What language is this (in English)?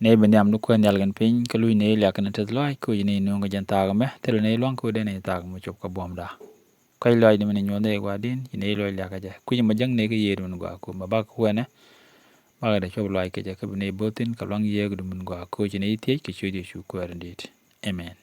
Nuer